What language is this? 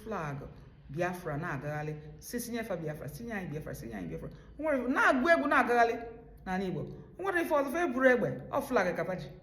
Igbo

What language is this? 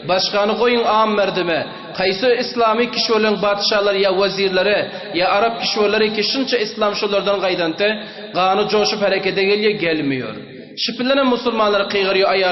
Turkmen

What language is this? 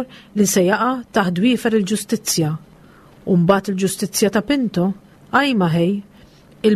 Maltese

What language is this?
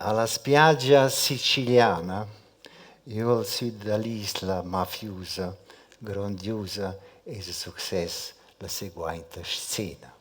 Romansh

